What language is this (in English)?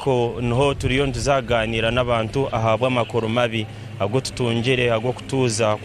Tooro